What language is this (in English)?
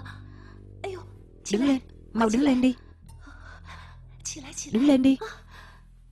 Vietnamese